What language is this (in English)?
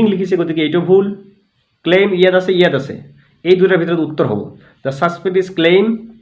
Assamese